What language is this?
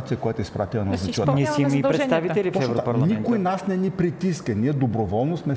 Bulgarian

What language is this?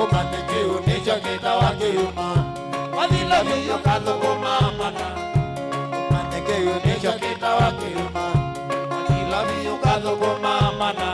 Kamba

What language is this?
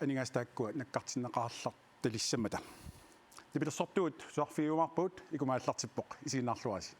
Kalaallisut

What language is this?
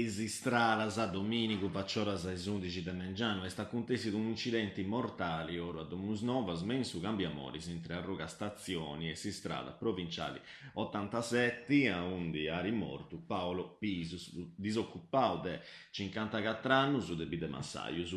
Sardinian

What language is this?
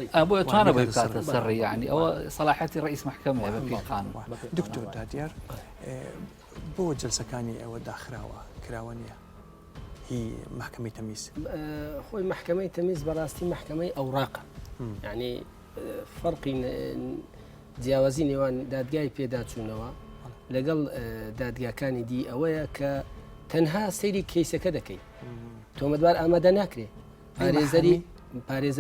Central Kurdish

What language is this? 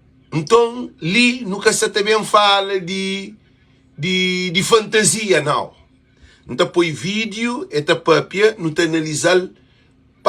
Kabuverdianu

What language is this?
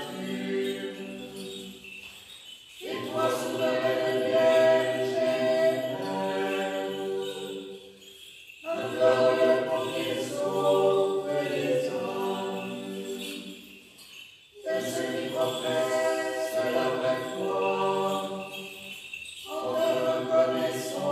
French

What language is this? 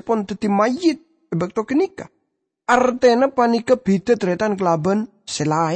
Madurese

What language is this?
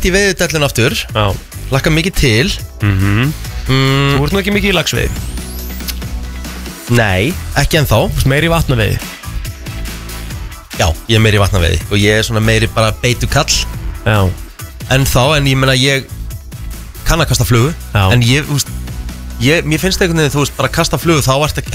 Icelandic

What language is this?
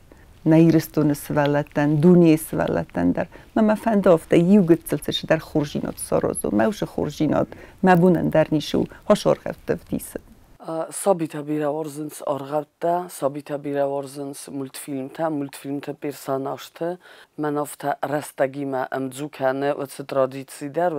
Ossetic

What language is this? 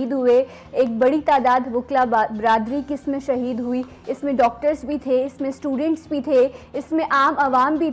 Urdu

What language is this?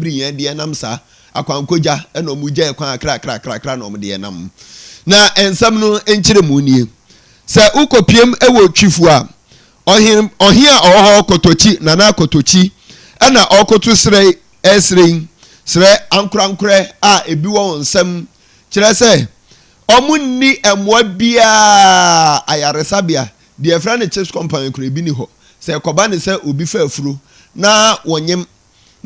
Akan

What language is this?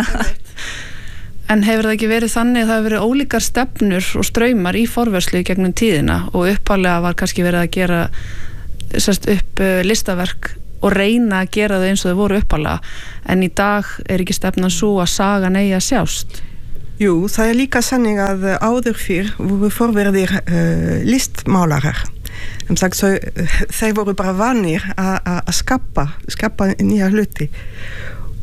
Icelandic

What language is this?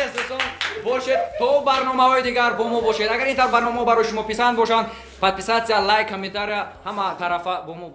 Tajik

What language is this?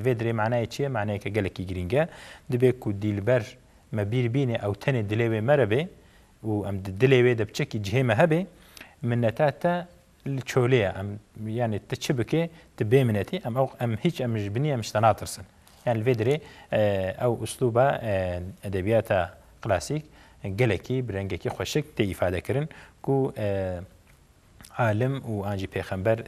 Kurdish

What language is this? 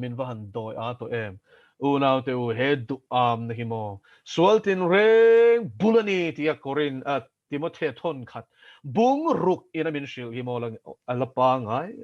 Mizo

